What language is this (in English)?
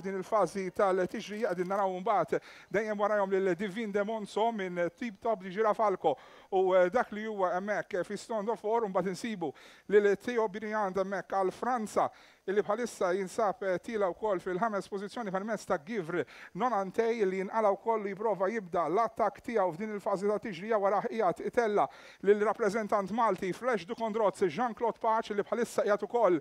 Maltese